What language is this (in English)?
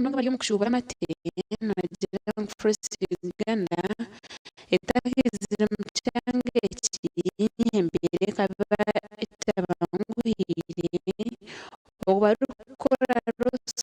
Nyankole